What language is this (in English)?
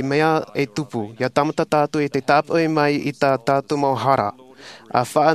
Tahitian